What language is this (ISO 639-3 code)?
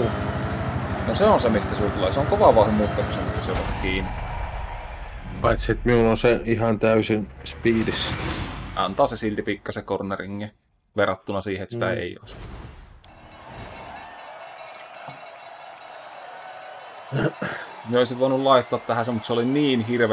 fin